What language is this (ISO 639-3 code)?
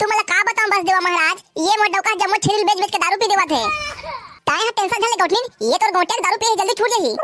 hne